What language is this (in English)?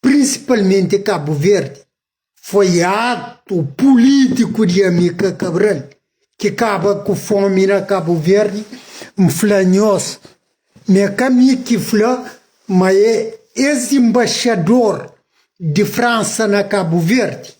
Kabuverdianu